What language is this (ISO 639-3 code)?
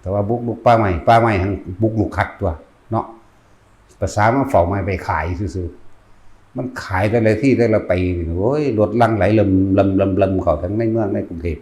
tts